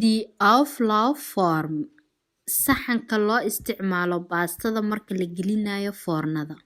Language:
Somali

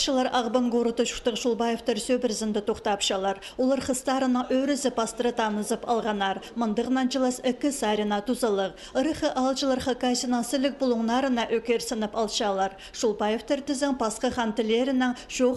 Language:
Khakas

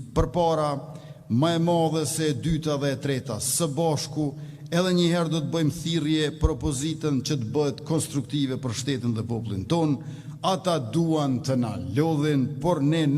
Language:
Albanian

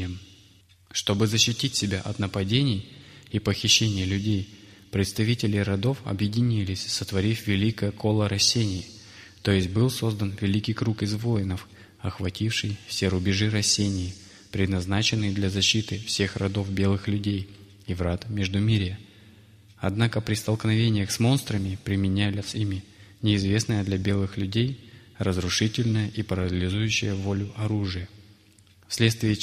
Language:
Russian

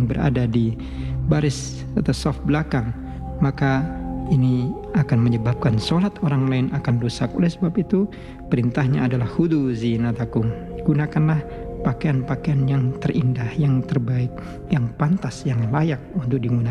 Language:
Indonesian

